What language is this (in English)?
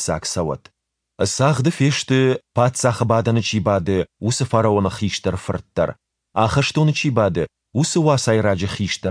Ossetic